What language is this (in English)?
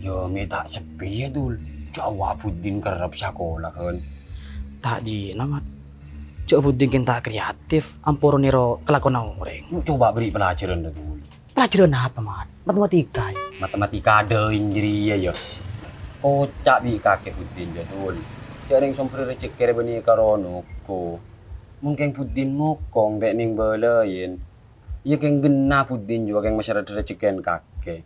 Madurese